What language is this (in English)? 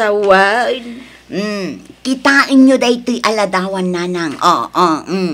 Iloko